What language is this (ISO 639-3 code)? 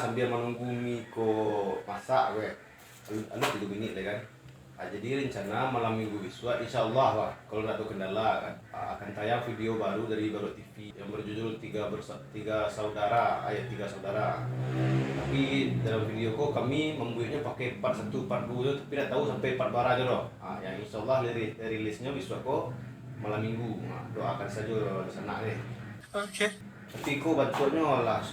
min